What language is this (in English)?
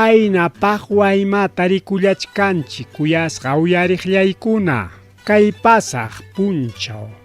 Ayacucho Quechua